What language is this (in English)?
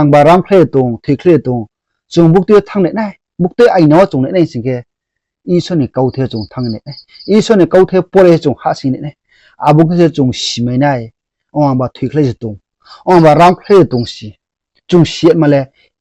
Riang (India)